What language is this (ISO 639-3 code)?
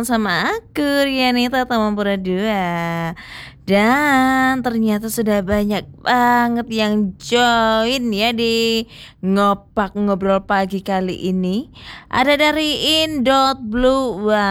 ind